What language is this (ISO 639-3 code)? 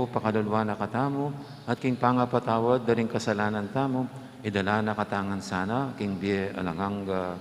pam